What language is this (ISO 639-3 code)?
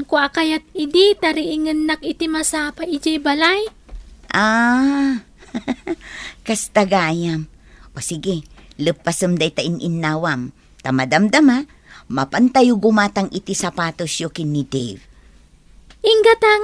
ilo